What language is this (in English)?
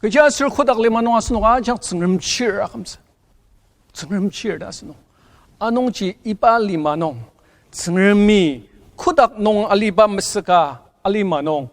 Ao Naga